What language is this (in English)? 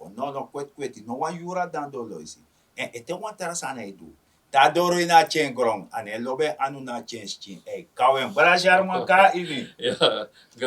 Sranan Tongo